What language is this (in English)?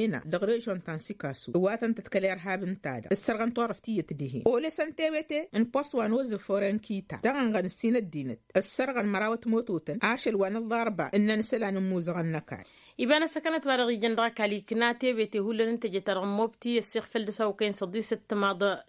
Tamasheq